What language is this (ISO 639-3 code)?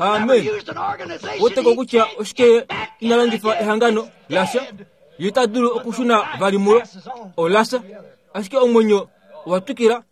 kua